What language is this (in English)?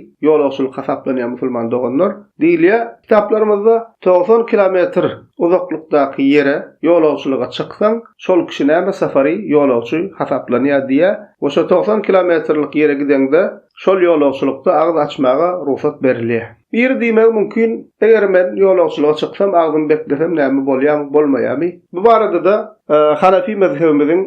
Turkmen